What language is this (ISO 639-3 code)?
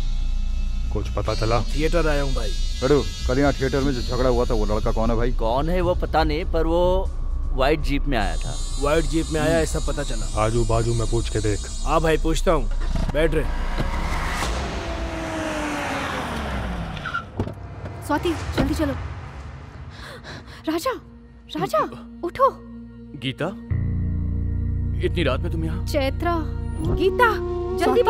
hin